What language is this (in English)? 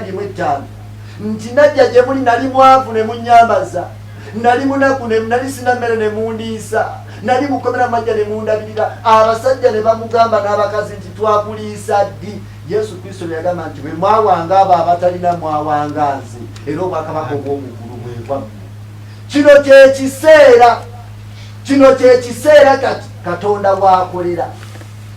Ganda